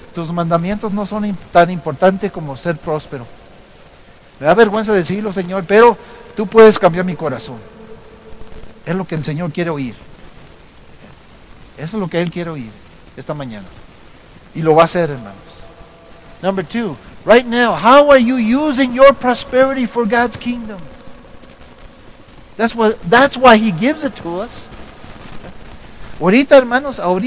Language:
Spanish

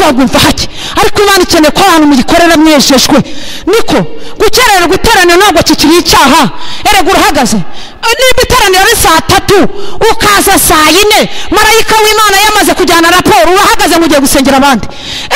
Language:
Kinyarwanda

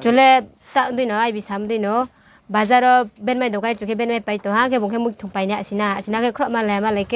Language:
Riang (India)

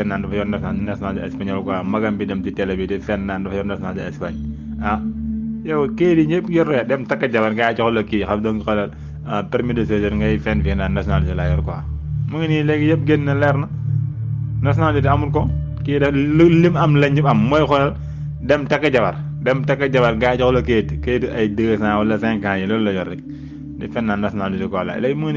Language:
Wolof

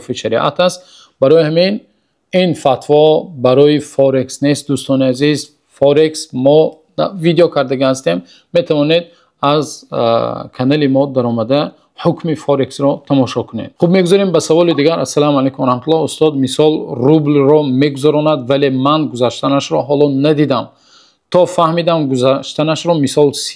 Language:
Tajik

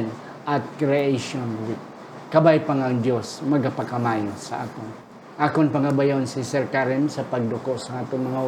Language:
Hiligaynon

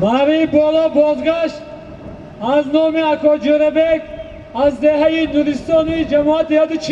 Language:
Tajik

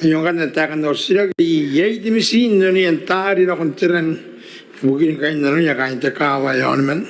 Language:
Gilbertese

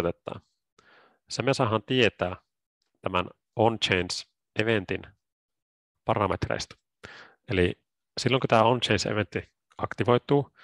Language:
Finnish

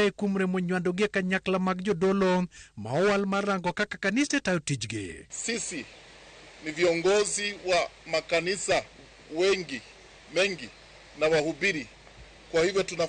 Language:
Luo (Kenya and Tanzania)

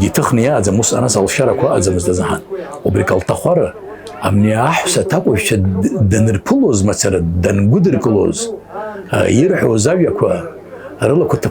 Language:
Abkhazian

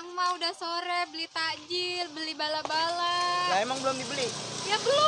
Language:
Betawi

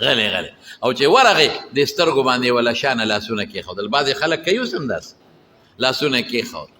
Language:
Pashto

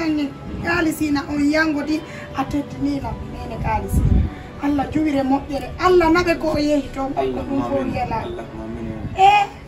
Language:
Fula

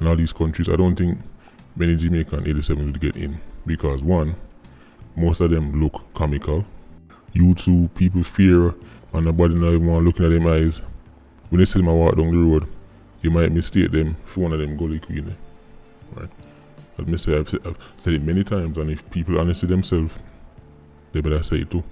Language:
Jamaican Creole English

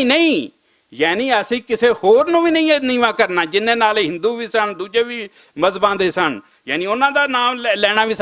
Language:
Western Panjabi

